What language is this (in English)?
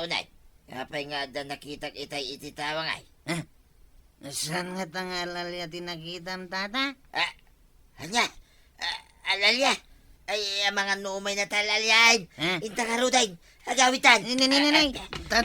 Iloko